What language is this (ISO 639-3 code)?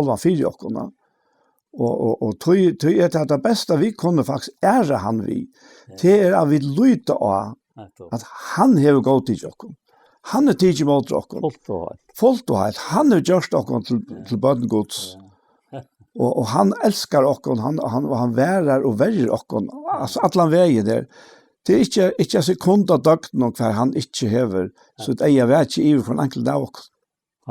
fao